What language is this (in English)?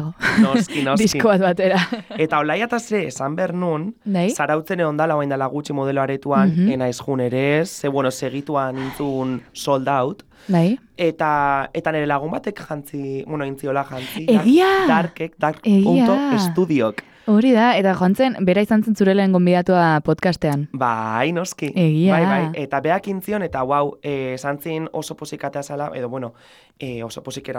Basque